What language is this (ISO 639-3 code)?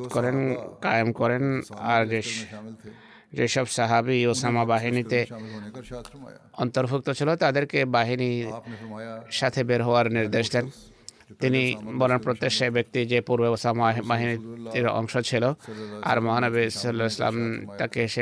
ben